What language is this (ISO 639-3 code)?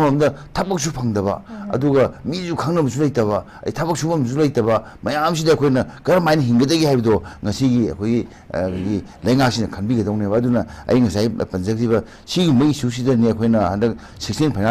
mni